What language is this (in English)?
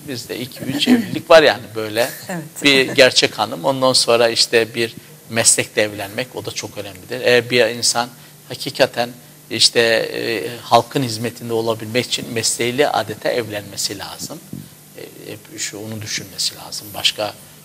Turkish